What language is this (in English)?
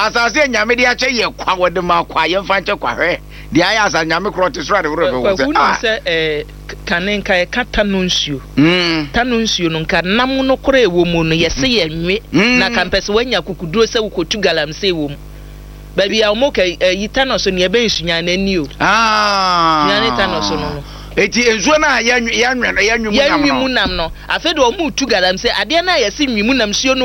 Akan